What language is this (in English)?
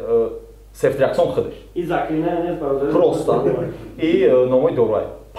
Tajik